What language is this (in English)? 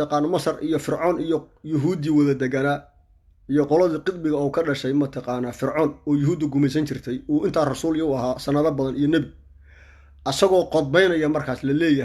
Somali